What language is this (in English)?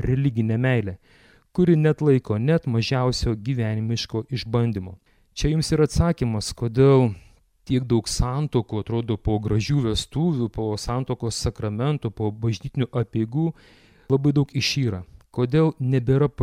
Lithuanian